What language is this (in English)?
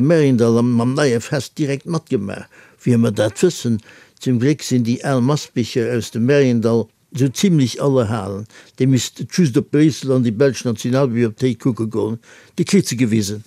Luxembourgish